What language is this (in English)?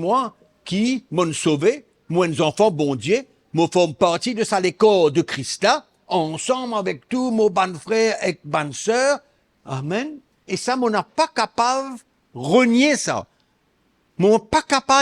Morisyen